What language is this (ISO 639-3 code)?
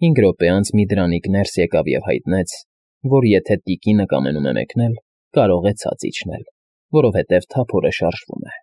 hye